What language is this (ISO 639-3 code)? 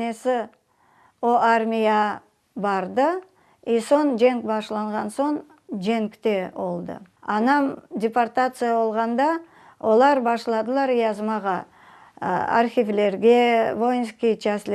crh